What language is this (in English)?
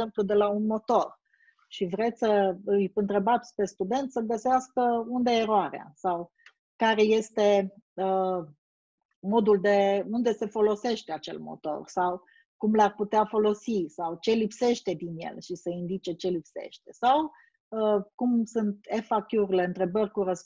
Romanian